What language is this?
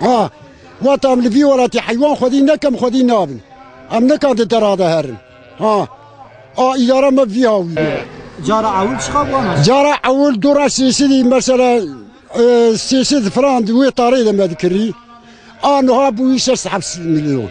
Kurdish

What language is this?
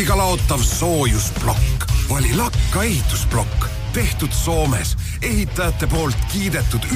Estonian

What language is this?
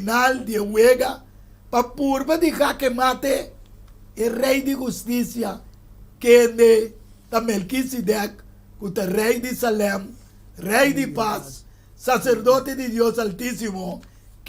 Papiamento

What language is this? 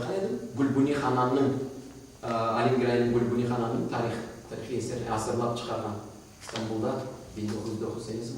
Crimean Tatar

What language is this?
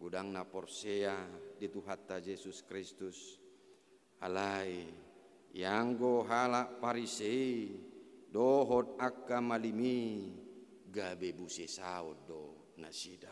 Batak Toba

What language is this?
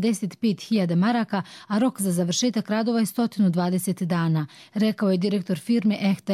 Croatian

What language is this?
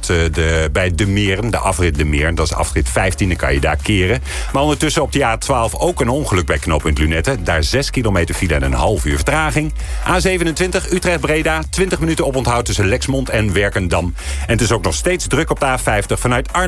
Dutch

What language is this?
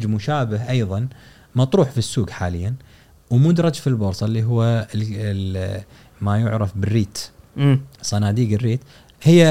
Gulf Arabic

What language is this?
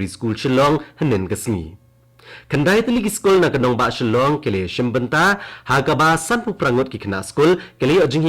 Khasi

